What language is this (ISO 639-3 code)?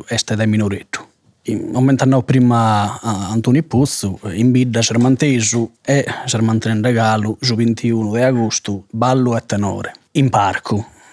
srd